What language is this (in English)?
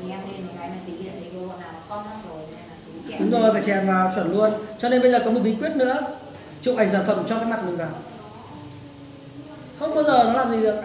Vietnamese